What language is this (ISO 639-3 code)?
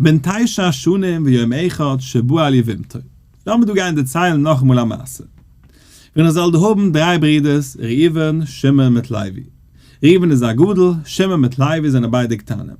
yid